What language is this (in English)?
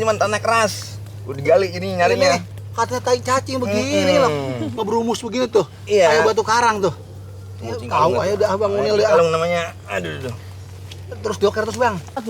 Betawi